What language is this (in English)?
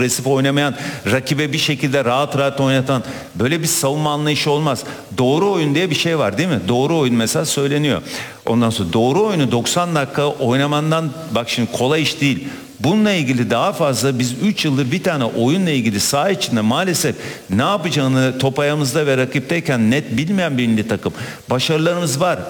Turkish